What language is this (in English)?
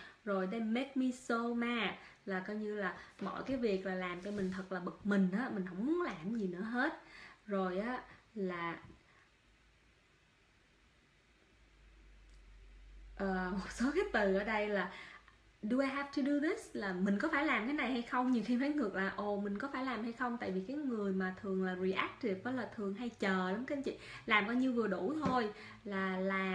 Vietnamese